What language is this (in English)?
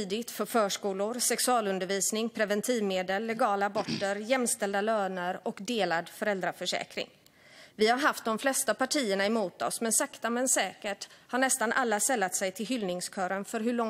Swedish